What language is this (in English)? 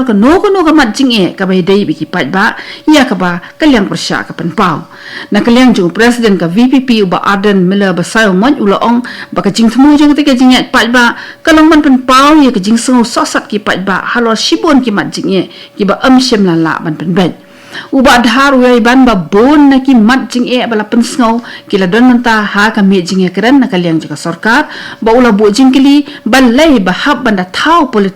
Khasi